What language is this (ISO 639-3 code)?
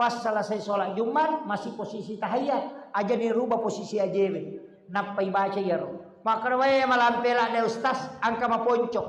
bug